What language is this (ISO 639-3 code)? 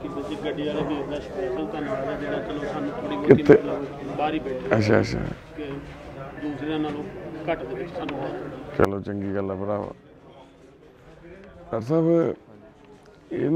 pan